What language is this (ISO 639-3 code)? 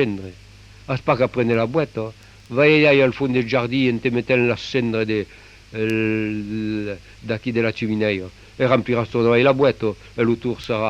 oci